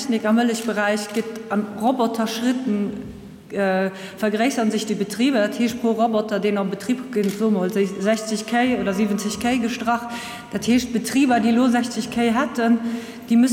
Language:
Luxembourgish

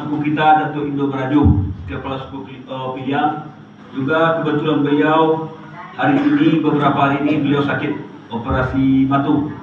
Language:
Minangkabau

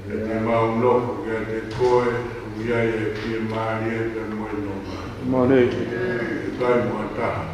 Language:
Tongan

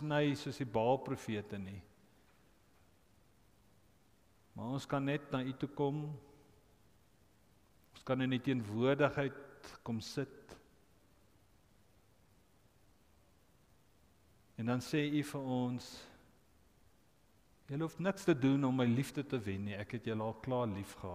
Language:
Afrikaans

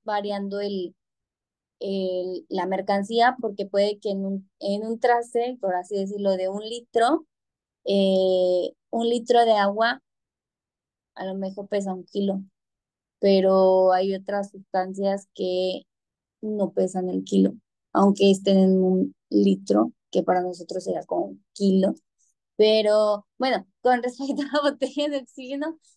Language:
Spanish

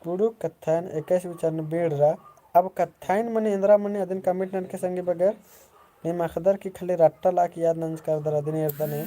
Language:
Kurukh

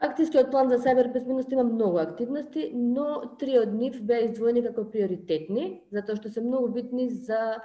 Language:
Macedonian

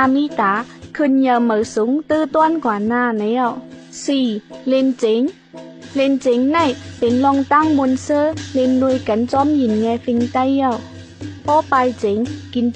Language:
Shan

